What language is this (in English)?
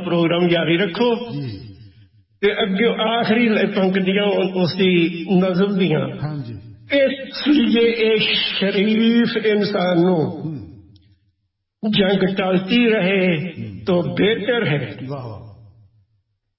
Punjabi